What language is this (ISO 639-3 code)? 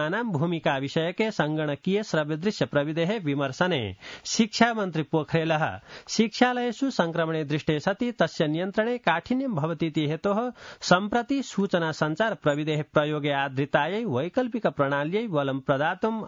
san